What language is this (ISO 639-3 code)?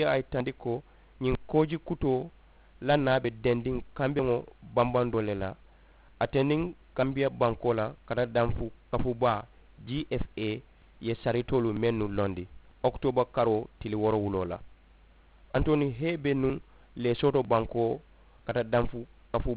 man